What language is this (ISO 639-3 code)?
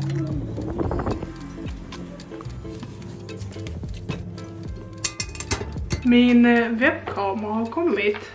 swe